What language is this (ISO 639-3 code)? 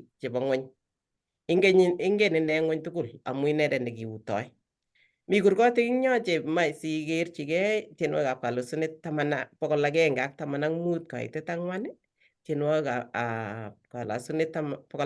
kln